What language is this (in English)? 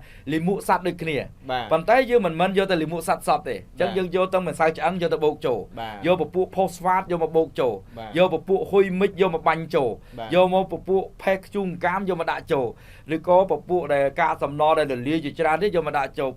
Khmer